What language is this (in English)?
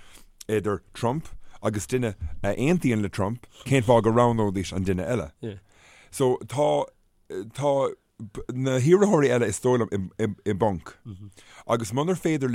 Irish